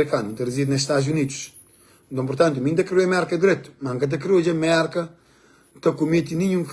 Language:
Kabuverdianu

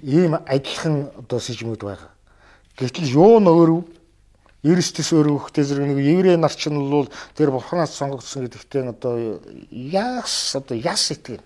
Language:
Mongolian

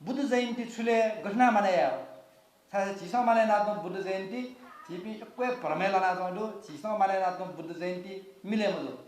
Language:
Newari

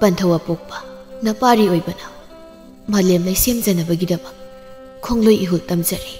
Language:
Manipuri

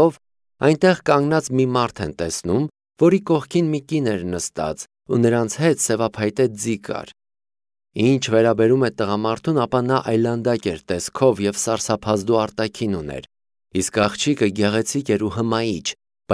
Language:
Armenian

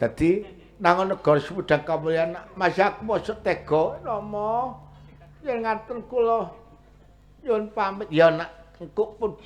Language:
Javanese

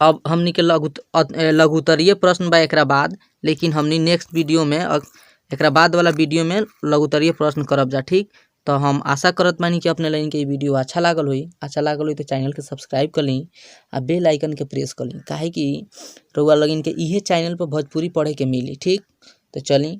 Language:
Bhojpuri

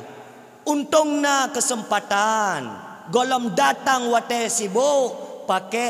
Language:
Achinese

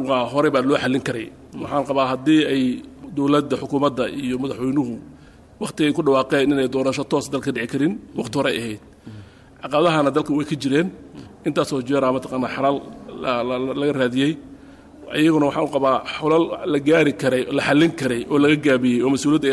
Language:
Somali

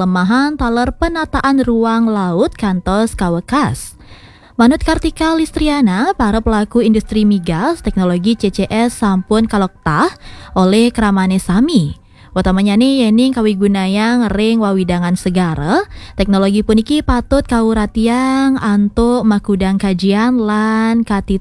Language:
Balinese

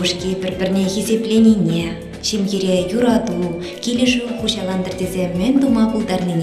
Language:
Chuvash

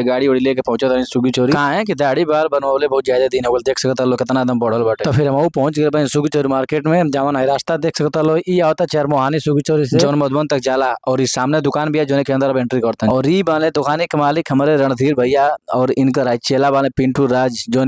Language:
Bhojpuri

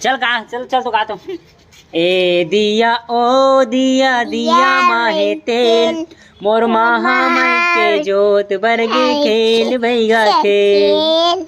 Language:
Chhattisgarhi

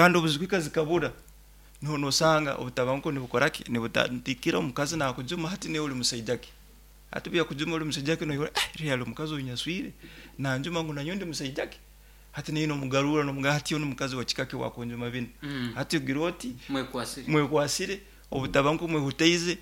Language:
Nyoro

